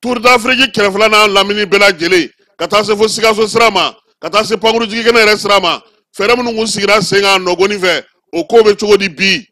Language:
Bambara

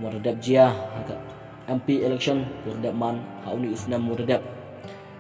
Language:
Khasi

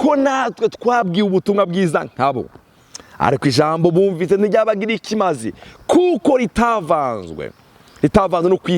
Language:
Rundi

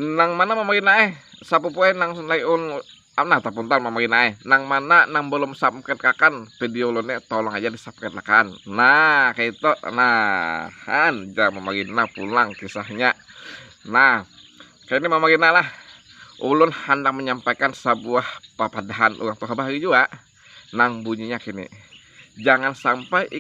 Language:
Banjar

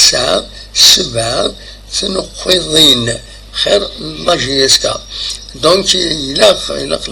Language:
Kabyle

